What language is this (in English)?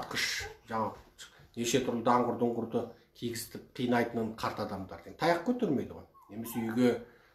Kazakh